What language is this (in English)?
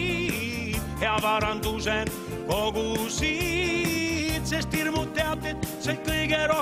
Estonian